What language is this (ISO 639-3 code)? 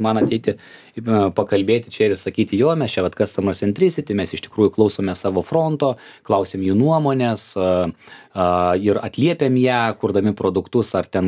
lit